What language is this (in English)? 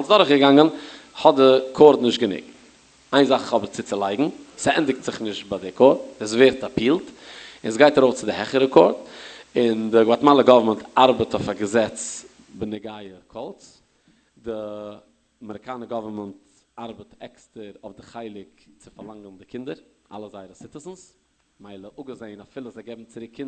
Yiddish